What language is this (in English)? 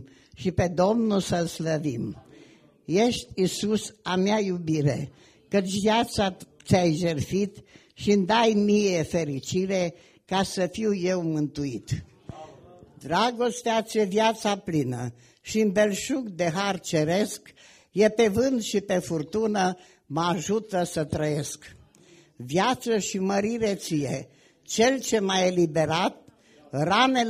Romanian